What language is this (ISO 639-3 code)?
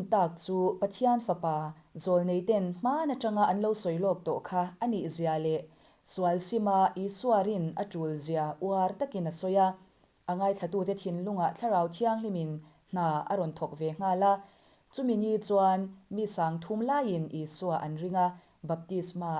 lus